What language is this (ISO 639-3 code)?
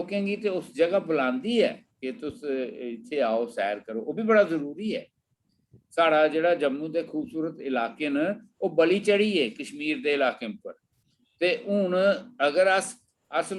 doi